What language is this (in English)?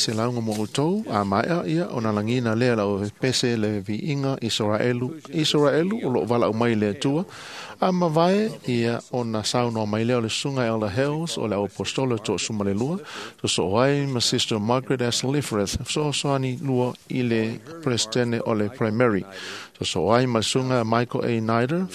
Samoan